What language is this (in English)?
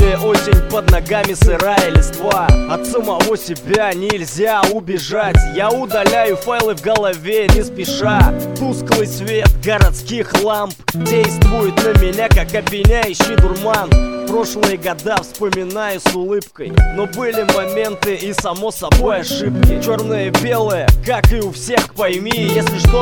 Russian